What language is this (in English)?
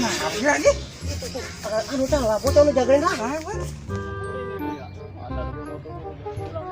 Betawi